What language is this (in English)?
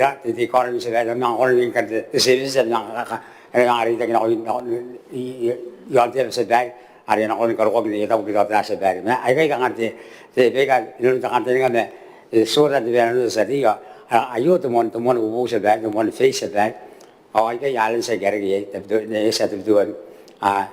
Gilbertese